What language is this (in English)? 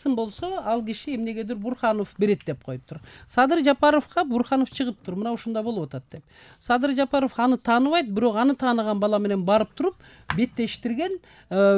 Kyrgyz